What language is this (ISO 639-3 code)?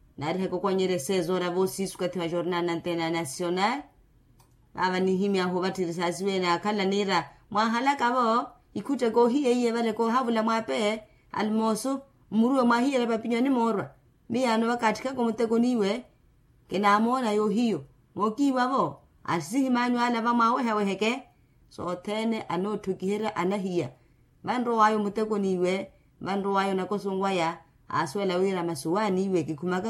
vmw